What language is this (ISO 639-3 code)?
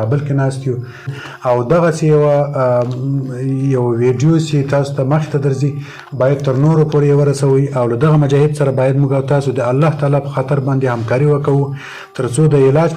pus